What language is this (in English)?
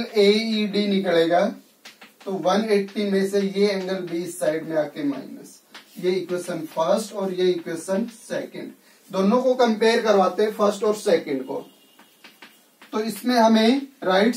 Hindi